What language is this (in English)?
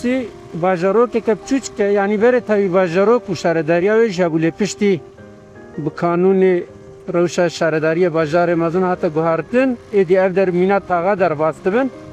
Kurdish